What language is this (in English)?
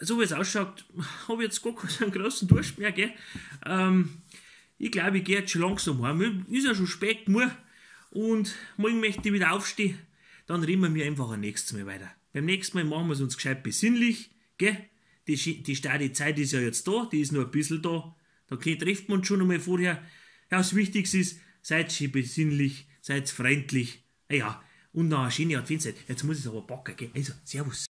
Bavarian